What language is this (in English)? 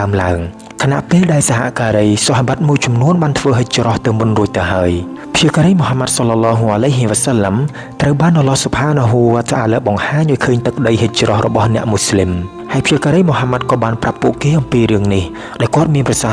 Khmer